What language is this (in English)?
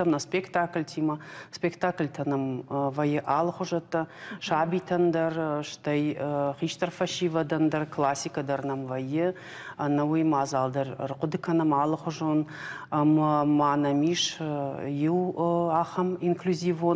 Ossetic